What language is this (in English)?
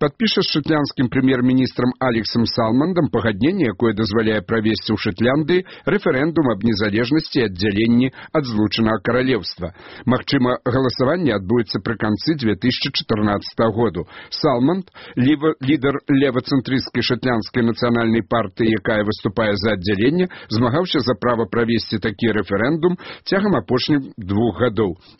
Belarusian